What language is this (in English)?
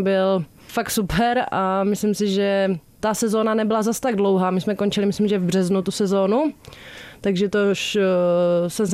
Czech